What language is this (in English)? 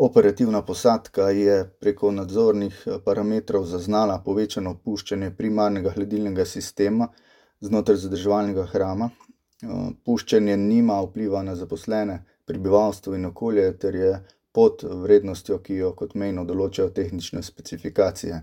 Slovenian